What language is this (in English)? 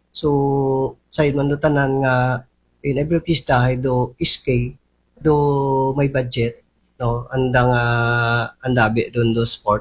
Aklanon